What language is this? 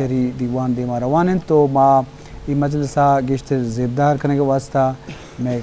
Eastern Balochi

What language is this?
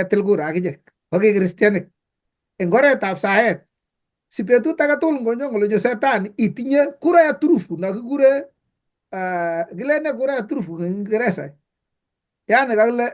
Kalenjin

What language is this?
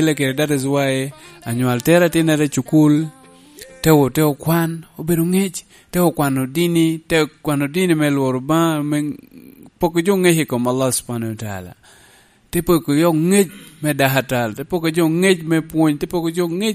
Lango (Uganda)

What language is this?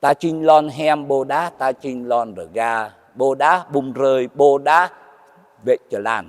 Jarai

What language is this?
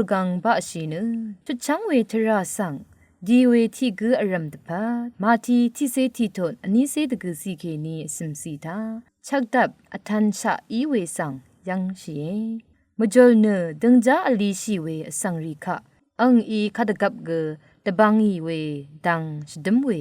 Rawang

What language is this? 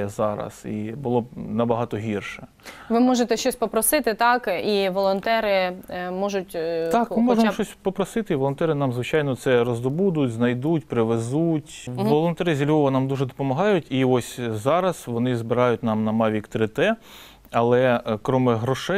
Ukrainian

